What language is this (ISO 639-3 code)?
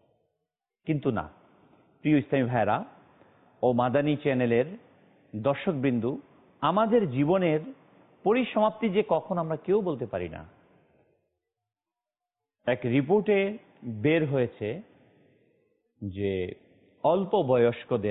ben